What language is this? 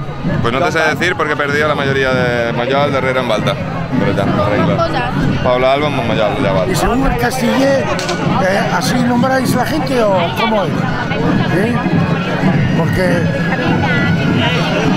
Catalan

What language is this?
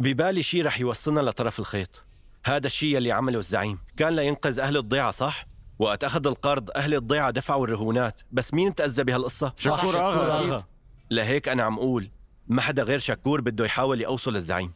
North Levantine Arabic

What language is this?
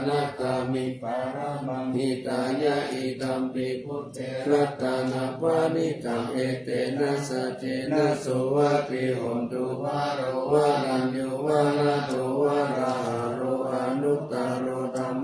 Pali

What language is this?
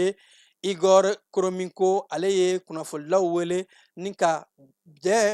Bambara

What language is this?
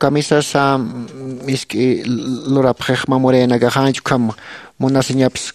Aymara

